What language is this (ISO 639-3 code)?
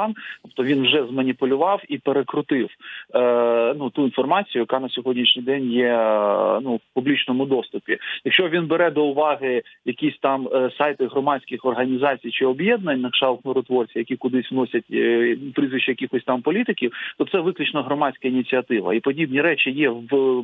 ukr